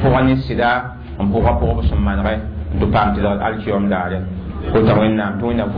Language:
Mossi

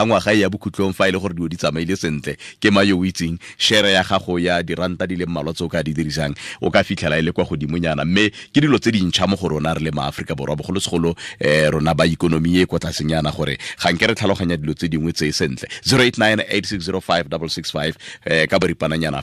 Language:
Tswana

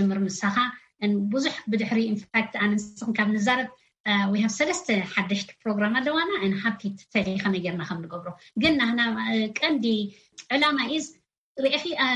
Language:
Tigrinya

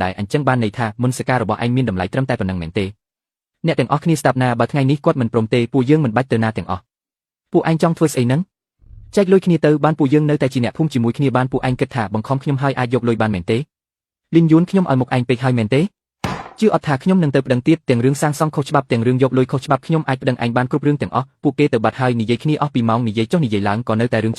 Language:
Khmer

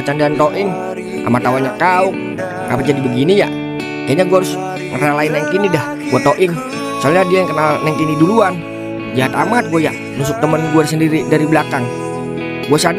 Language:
Betawi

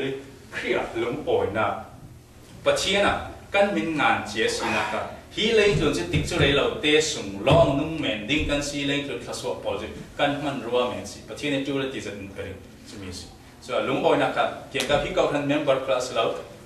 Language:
Falam Chin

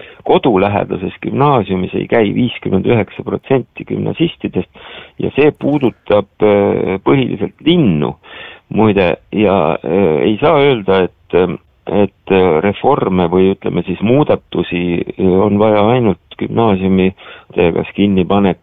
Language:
Estonian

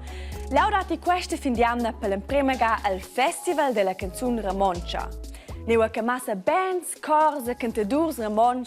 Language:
Romansh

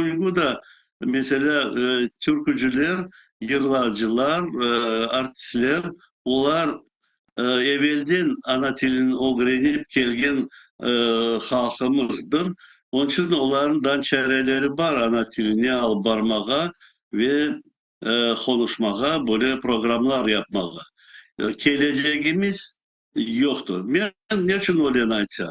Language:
Crimean Tatar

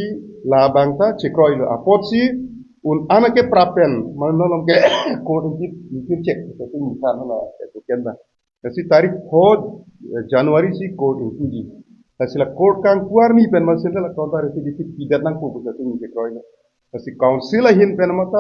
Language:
Karbi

